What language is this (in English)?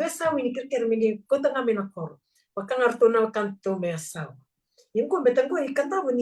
Fijian